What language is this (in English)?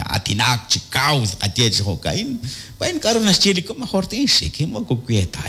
Kekchí